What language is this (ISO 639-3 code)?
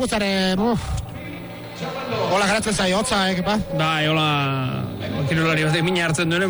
eus